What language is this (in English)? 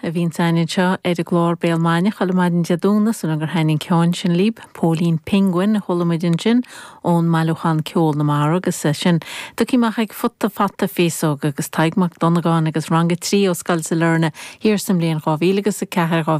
Irish